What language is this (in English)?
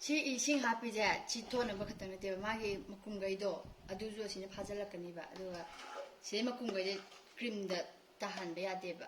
Manipuri